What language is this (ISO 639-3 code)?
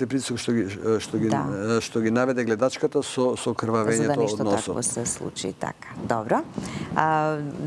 mkd